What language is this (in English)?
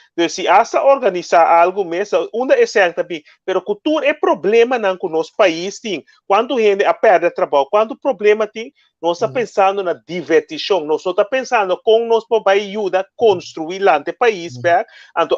Papiamento